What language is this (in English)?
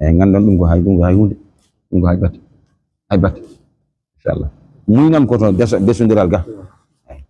Fula